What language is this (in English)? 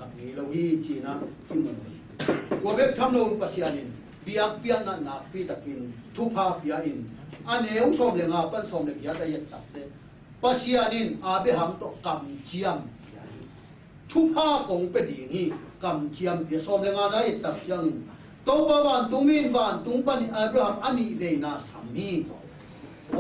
Tedim Chin